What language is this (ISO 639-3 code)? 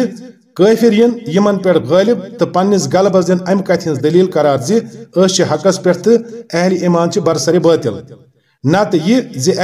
kas